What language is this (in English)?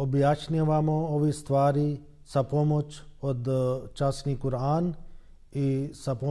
Bosnian